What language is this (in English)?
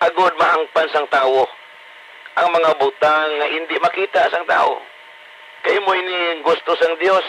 Hiligaynon